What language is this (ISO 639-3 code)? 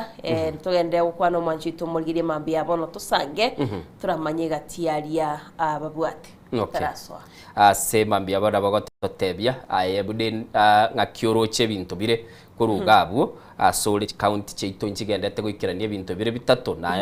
guz